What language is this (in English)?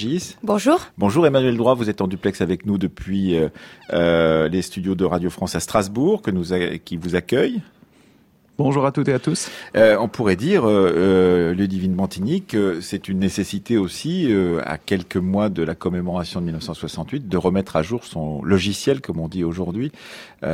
French